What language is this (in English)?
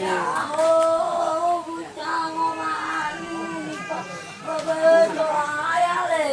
Nias